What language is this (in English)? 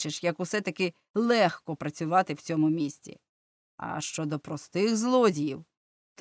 Ukrainian